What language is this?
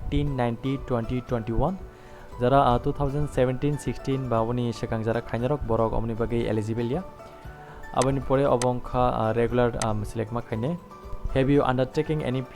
Kok Borok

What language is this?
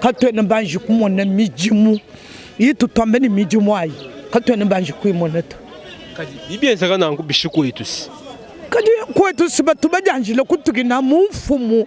Luba-Lulua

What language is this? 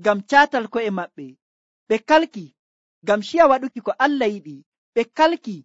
Nigerian Fulfulde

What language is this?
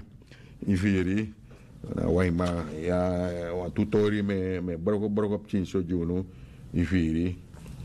Sranan Tongo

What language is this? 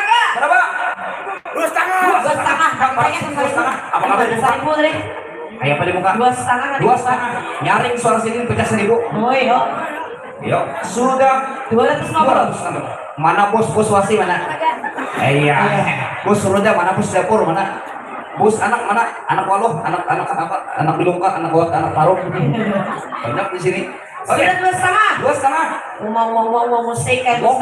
Banjar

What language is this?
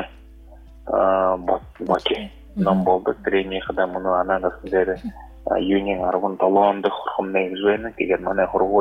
Buriat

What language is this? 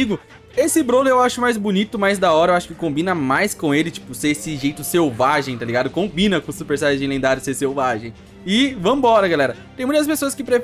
Portuguese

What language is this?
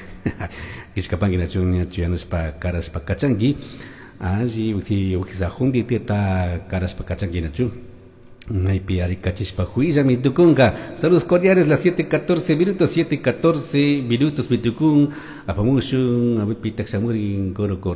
Chimborazo Highland Quichua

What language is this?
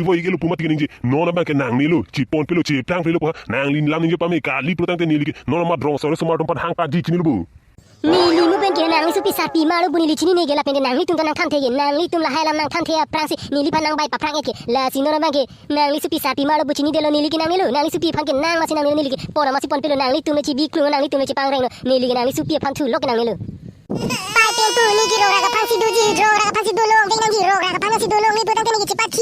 Karbi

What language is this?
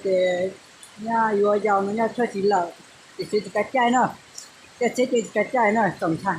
Hmong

